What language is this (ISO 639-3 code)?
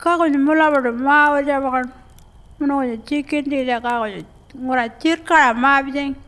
pjt